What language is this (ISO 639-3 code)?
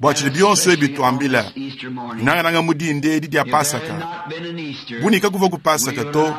lua